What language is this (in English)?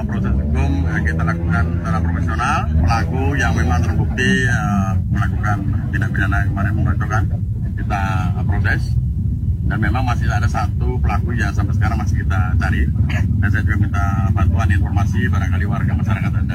Indonesian